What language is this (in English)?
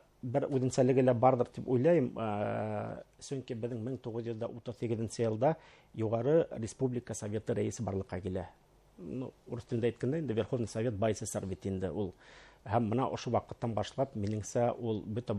Bashkir